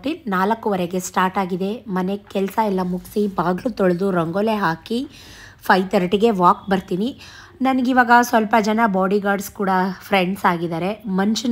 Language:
Kannada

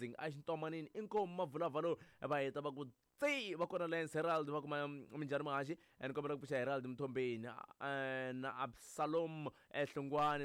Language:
Tsonga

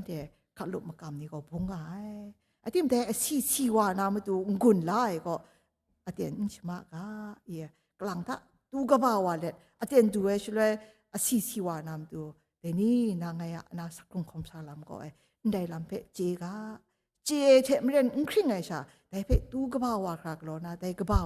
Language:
Kachin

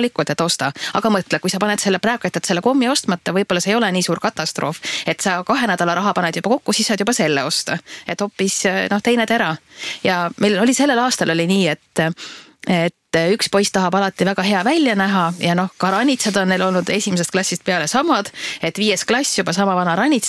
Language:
Estonian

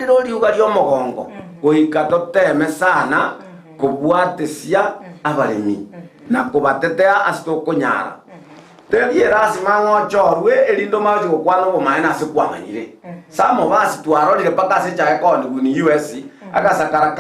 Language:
Gusii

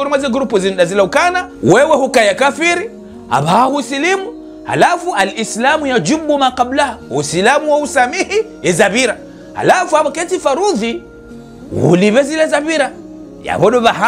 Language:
Ngazidja Comorian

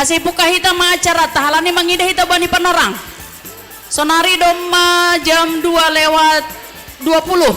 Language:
Batak Simalungun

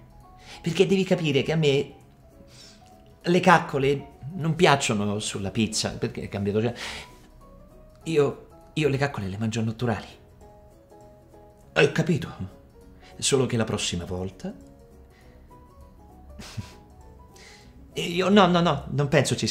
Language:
Italian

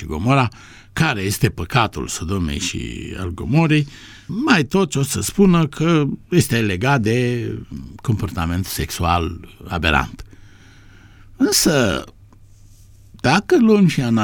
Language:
Romanian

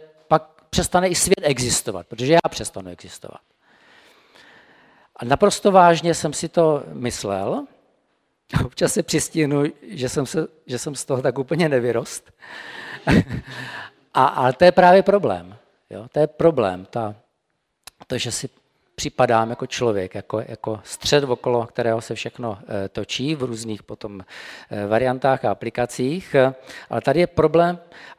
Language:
Czech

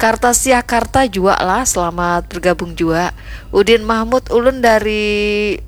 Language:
Banjar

